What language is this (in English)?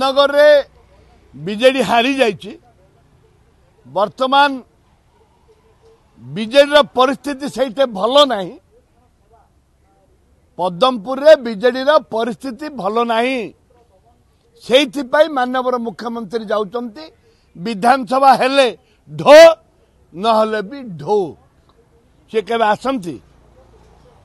Odia